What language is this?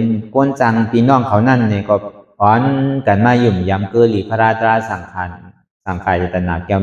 Shan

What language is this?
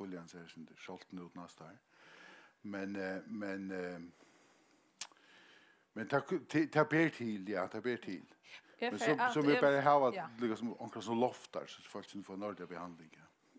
Faroese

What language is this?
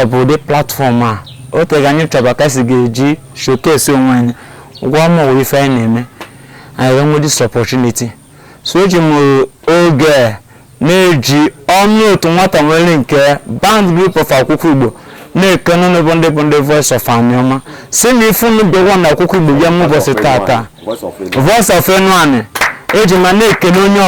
Igbo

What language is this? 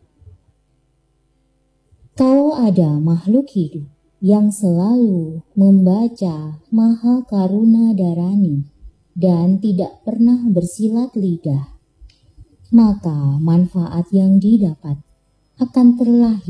Indonesian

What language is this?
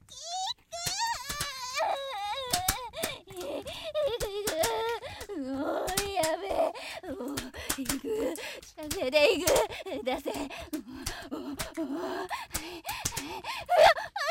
Japanese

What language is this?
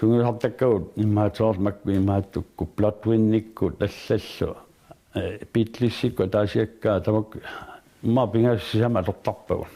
Kalaallisut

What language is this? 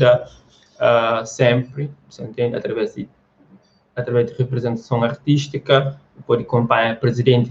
Kabuverdianu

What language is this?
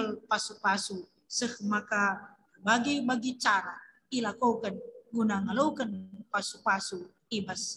Batak Karo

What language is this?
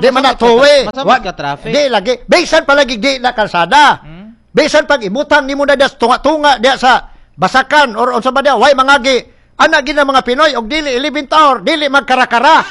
Cebuano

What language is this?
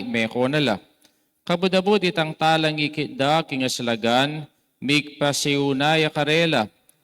Pampanga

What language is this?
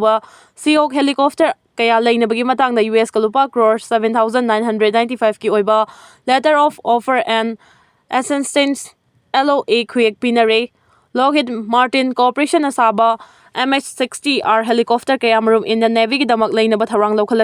Manipuri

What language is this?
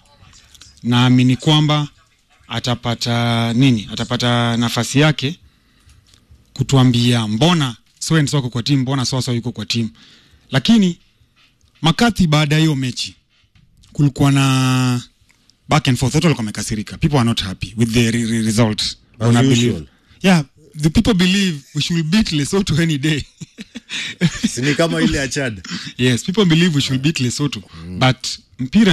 Swahili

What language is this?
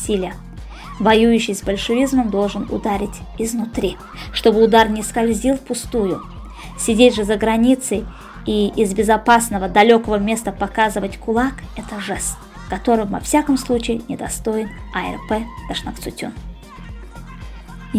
Russian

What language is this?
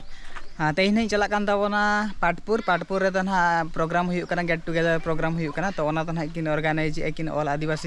Santali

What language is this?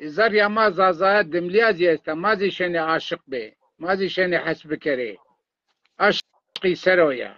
Zaza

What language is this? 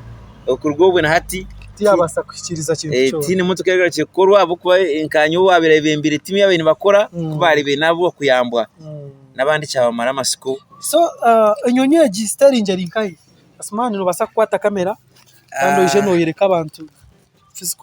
Nyankole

